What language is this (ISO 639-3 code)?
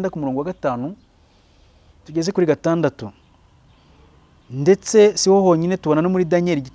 kin